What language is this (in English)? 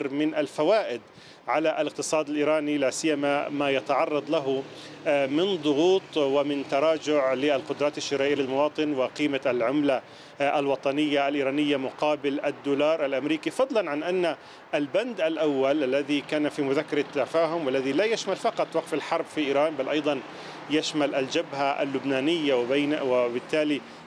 Arabic